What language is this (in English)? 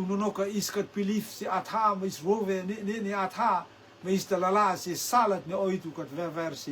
Rotuman